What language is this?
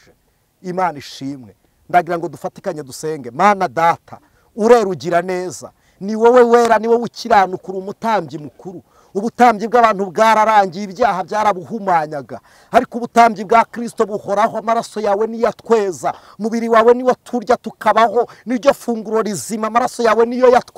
Kinyarwanda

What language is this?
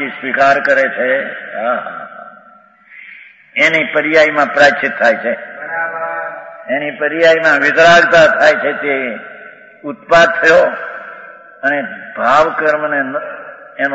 Gujarati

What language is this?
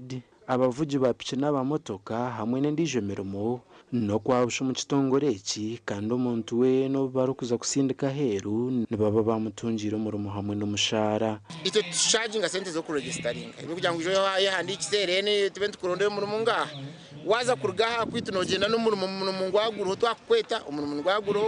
Nyankole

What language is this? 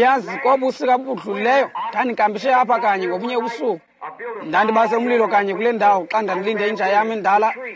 Xhosa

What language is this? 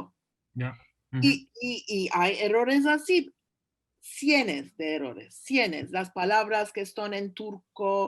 Ladino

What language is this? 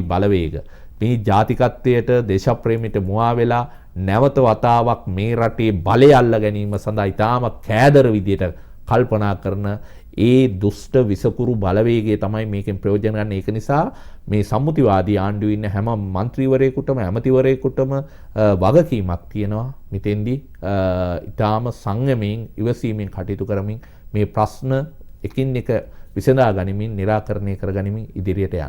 Sinhala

